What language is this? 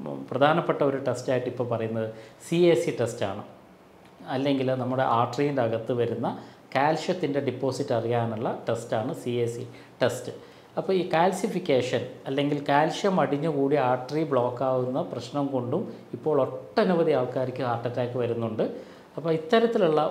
Malayalam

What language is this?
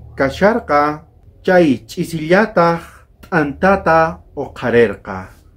South Bolivian Quechua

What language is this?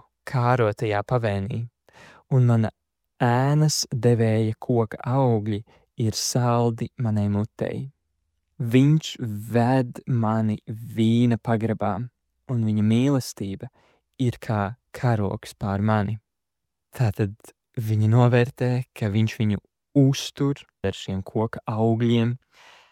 Latvian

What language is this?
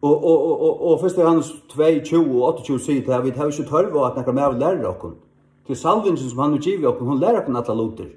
Faroese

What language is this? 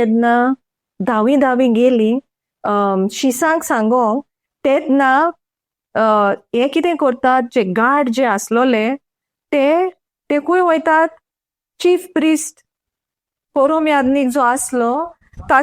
Konkani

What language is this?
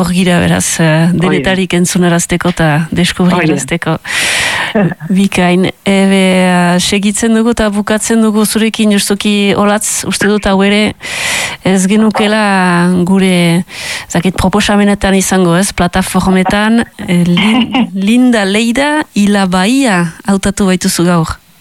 Basque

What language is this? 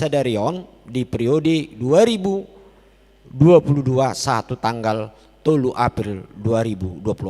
Batak Toba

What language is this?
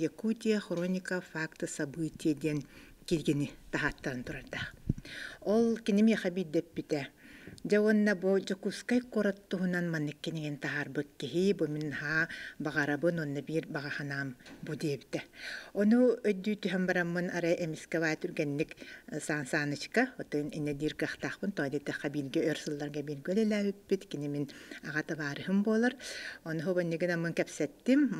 Yakut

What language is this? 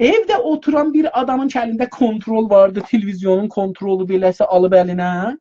South Azerbaijani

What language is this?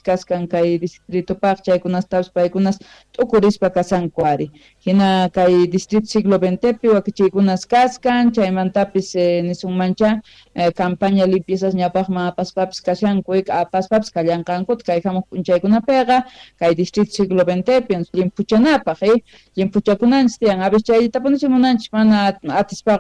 Quechua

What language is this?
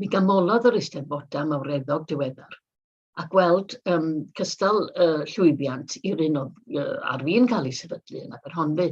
Welsh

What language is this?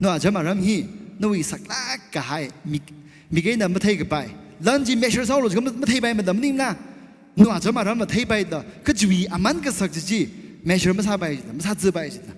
Tangkhul Naga (India)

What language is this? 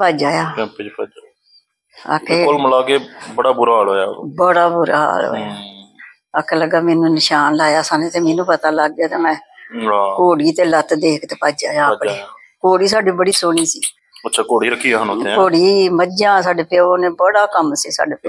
Punjabi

